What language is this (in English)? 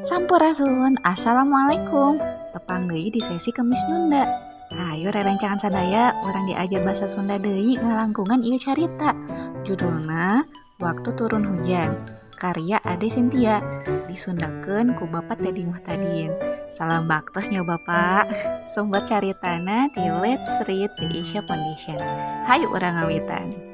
Sundanese